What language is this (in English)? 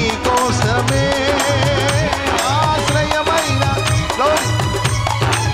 Telugu